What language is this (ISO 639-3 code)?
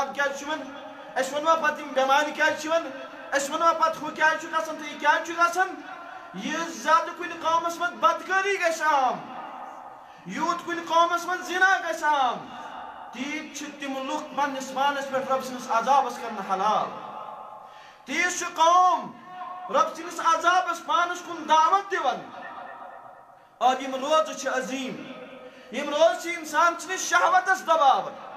kas